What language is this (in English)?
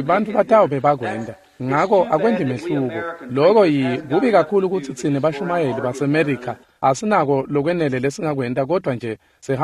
Swati